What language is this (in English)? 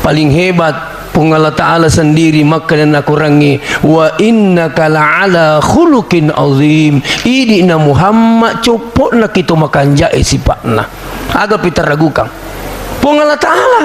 Buginese